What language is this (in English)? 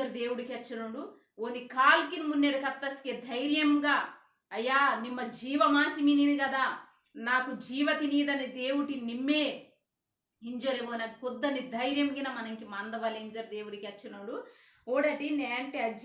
Koya